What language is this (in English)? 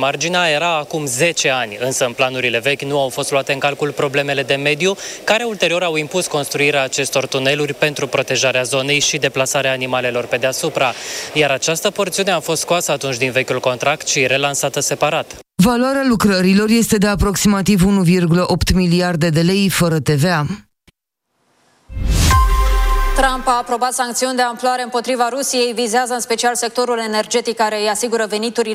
Romanian